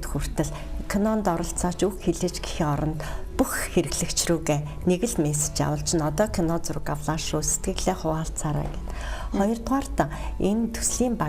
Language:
Mongolian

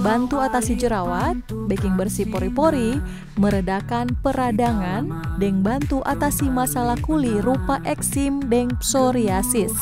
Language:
Manado Malay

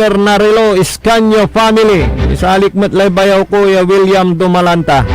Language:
Pangasinan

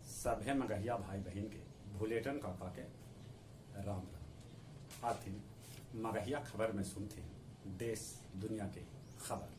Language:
Magahi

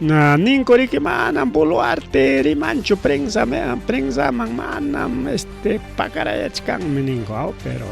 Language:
Ayacucho Quechua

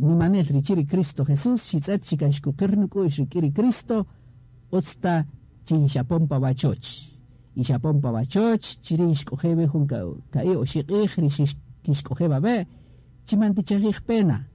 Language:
Kaqchikel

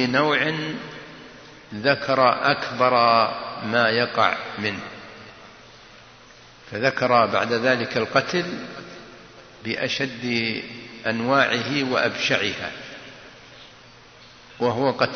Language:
Arabic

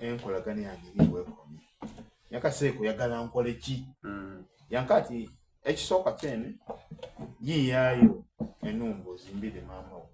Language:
Soga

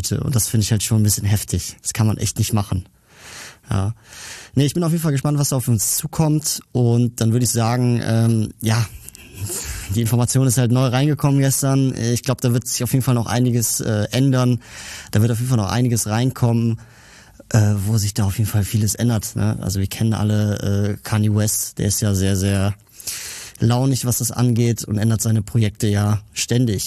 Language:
German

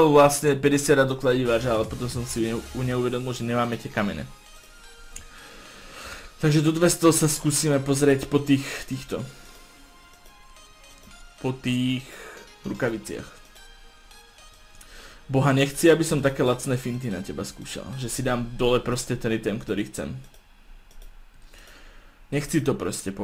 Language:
Slovak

